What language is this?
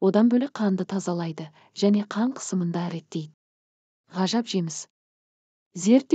Kazakh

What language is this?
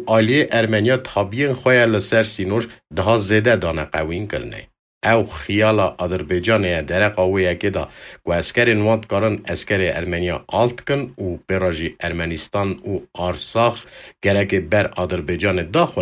Kurdish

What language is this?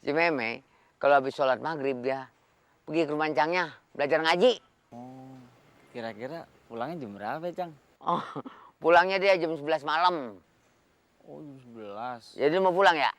Betawi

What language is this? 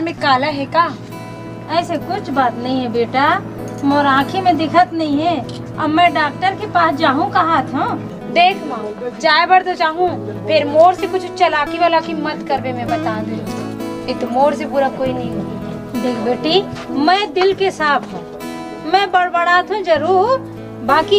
Chhattisgarhi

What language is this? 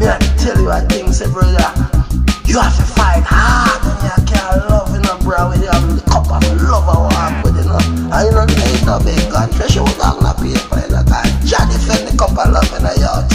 Jamaican Creole English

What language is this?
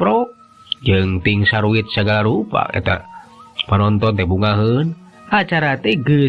Sundanese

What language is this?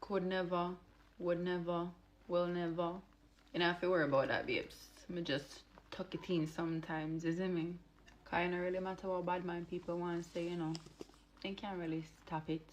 Jamaican Creole English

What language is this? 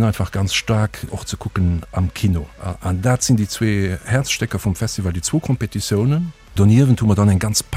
Luxembourgish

